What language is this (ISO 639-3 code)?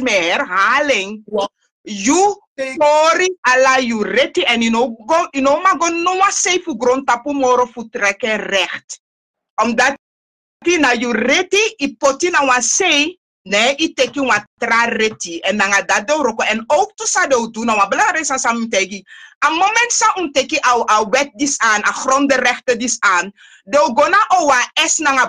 srn